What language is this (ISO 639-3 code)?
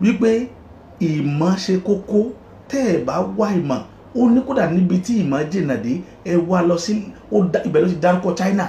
yor